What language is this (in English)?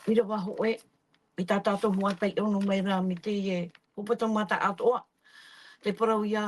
Tahitian